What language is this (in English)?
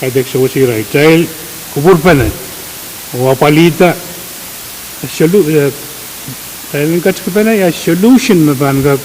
Pohnpeian